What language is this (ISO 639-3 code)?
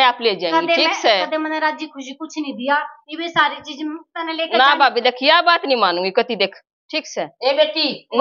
bgc